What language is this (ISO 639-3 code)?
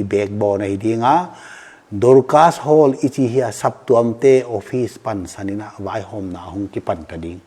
pck